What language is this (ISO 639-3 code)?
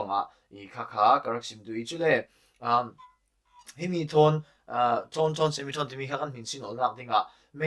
cfm